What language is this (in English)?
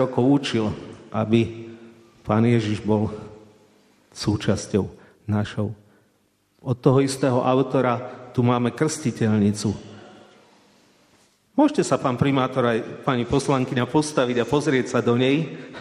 Slovak